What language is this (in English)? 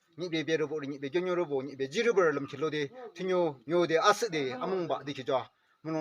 Yimchungru Naga